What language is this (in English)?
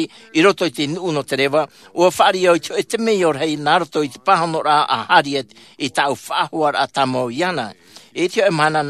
Tahitian